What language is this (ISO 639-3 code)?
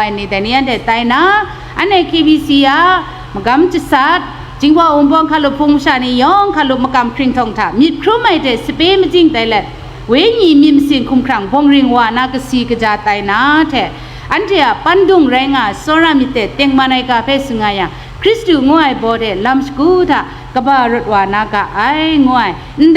kac